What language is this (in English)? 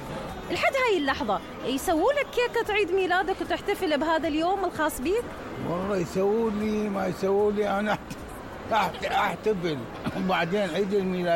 Mesopotamian Arabic